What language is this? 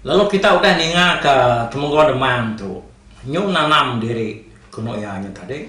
Iban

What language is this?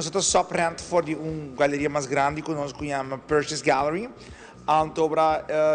Papiamento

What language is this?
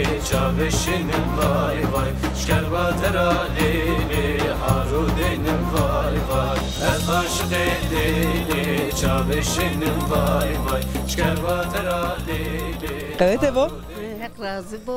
Zaza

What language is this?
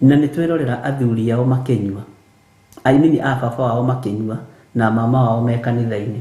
Kikuyu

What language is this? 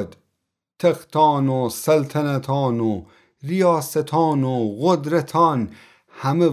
Gilaki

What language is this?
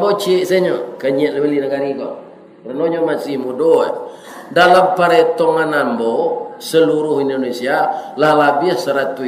Minangkabau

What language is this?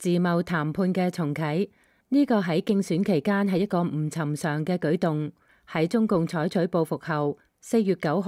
Cantonese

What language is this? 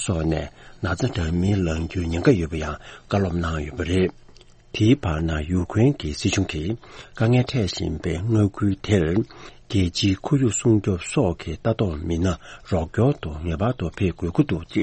Tibetan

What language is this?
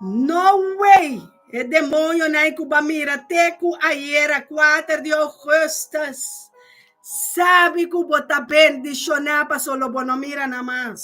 Papiamento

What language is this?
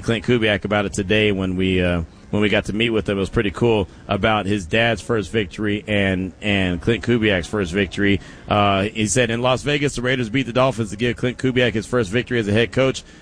English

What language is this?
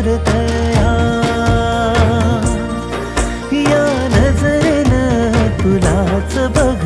Marathi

